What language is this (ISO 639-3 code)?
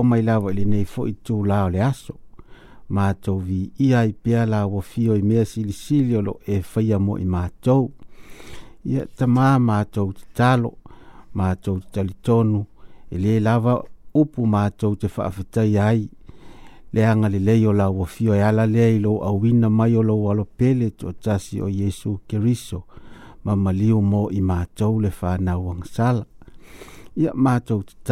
smo